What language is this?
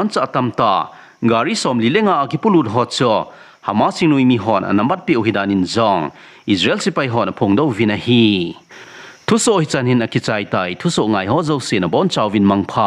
Thado Chin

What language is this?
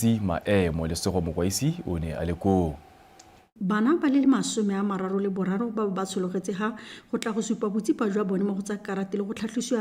Tswana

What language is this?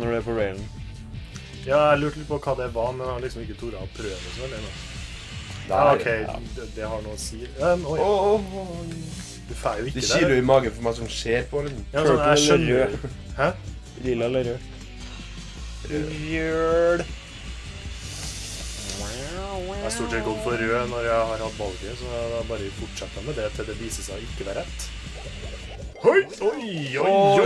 Norwegian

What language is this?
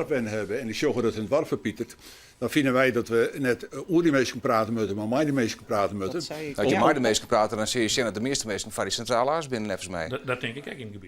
Western Frisian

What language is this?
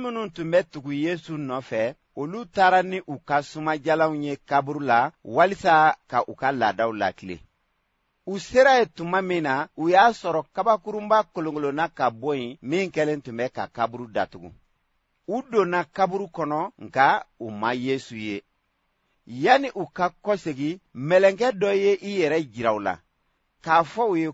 Bambara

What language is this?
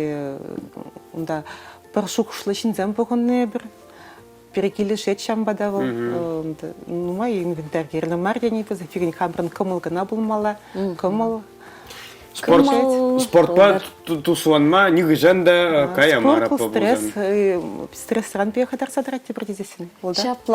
Chuvash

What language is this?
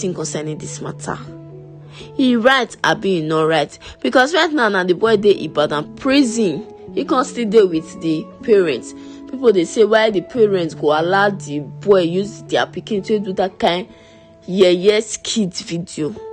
Nigerian Pidgin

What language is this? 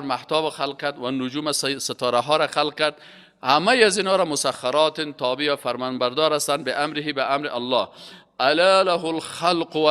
Persian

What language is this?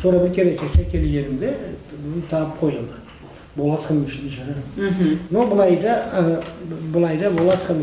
Karachay-Balkar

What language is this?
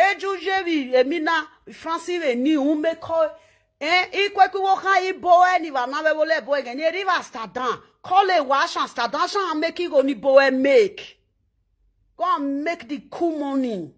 Nigerian Pidgin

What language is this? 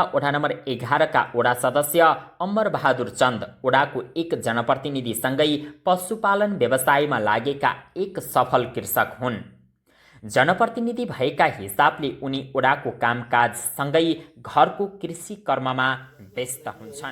Nepali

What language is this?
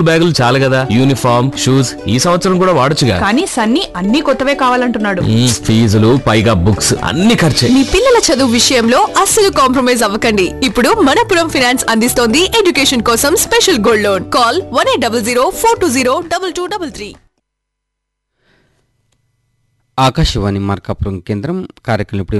Telugu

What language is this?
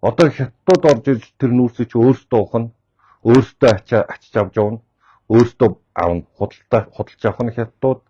Mongolian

